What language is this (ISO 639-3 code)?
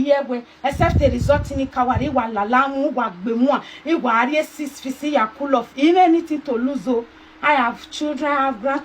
pcm